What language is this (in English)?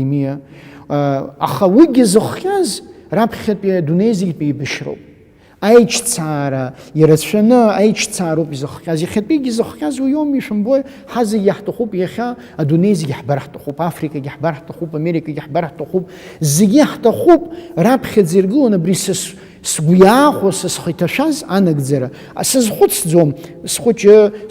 Abkhazian